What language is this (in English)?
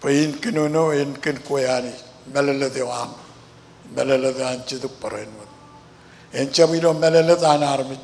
Marshallese